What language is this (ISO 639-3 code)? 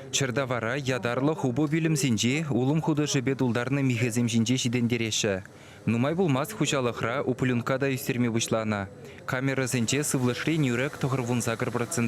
chv